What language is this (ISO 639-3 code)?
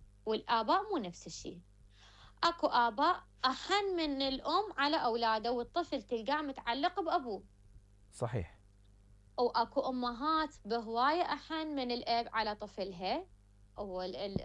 acm